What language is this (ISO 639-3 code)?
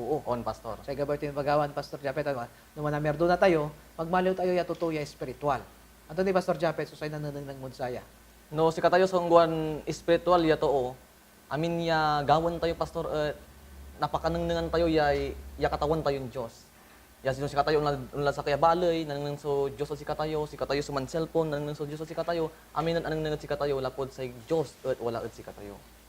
pag